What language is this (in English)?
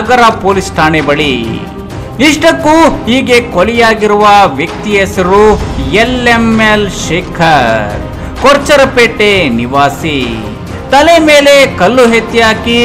Kannada